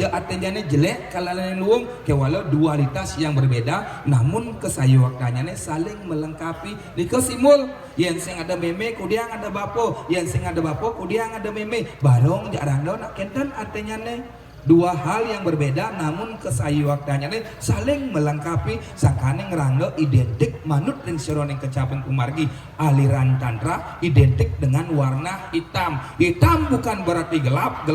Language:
Balinese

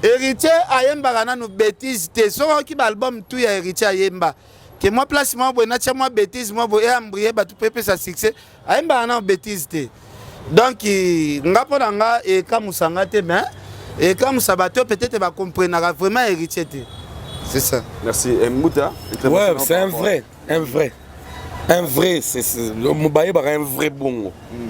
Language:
Lingala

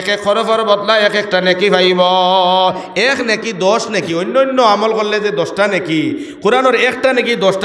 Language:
Sylheti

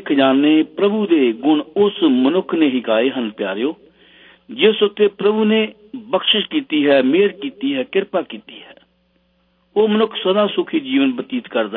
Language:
Punjabi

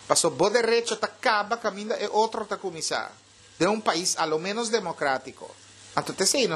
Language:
Papiamento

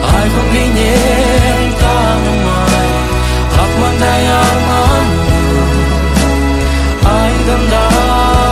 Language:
Kazakh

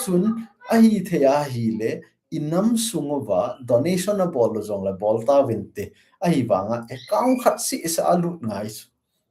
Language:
Thado Chin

